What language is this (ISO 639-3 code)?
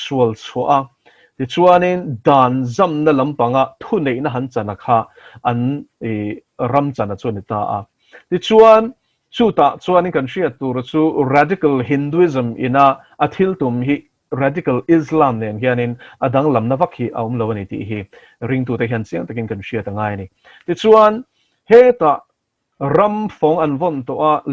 lus